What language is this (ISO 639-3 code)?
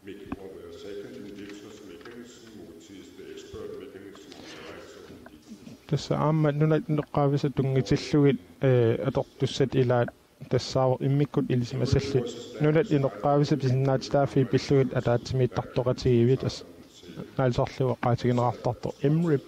kal